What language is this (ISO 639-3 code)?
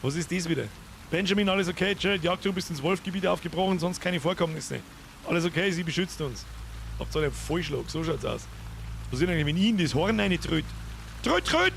bar